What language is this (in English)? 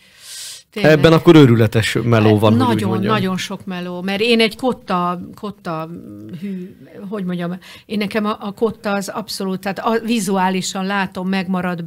Hungarian